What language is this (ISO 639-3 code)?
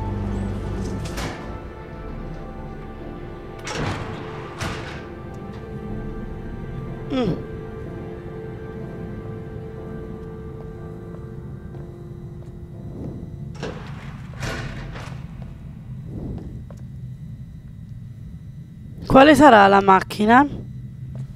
ita